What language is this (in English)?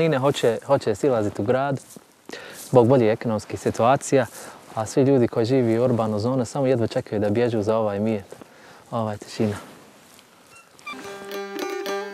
Bosnian